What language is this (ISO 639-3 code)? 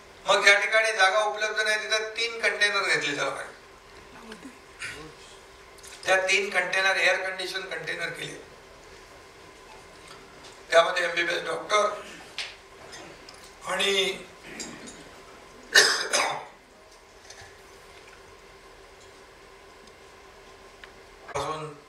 mar